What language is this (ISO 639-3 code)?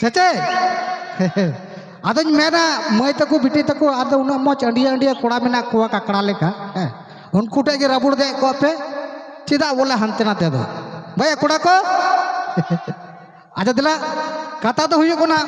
sat